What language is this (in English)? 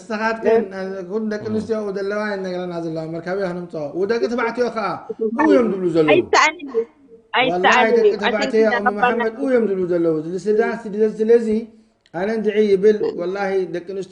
Tigrinya